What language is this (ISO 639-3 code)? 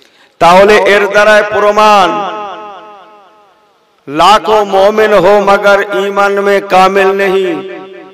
ben